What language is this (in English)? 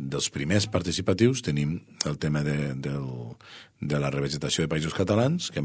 Catalan